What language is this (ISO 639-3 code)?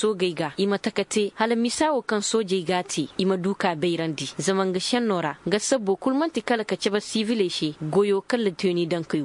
dje